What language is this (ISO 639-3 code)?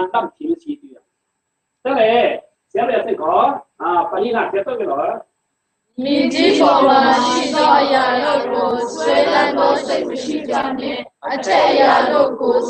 cfm